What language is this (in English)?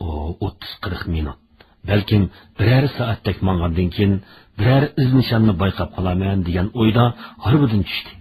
Uyghur